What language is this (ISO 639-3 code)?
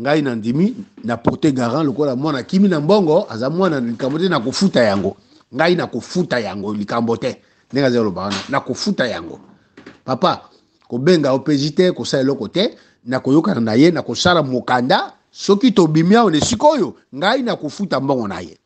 lin